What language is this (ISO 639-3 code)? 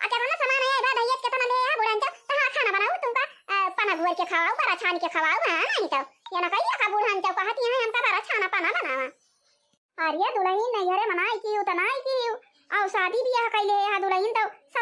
awa